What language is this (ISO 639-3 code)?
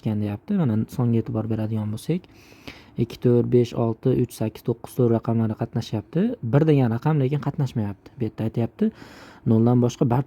uzb